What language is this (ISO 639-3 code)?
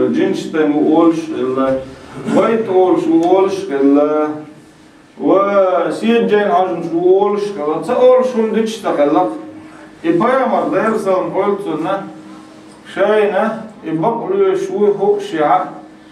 che